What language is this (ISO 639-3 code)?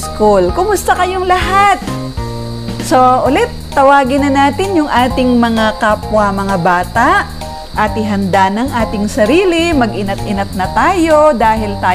fil